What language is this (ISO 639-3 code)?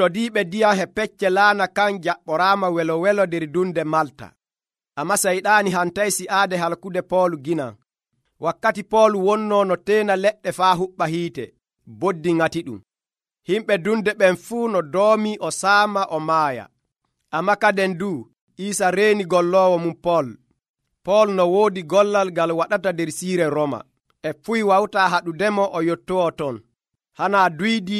fuv